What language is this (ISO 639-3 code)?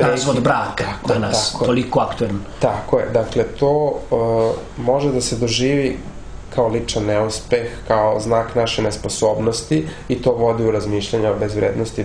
srp